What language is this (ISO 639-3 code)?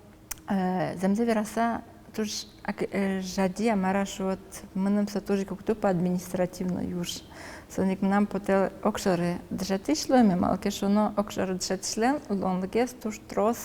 udm